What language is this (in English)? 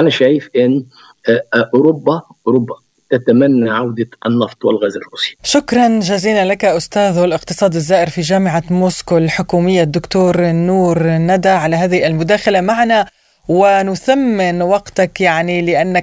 Arabic